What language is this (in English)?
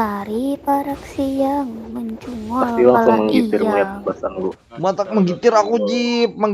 Banjar